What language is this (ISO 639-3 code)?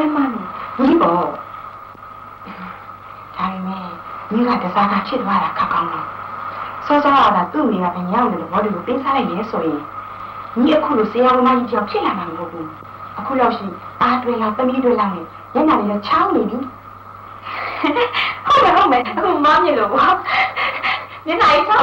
mya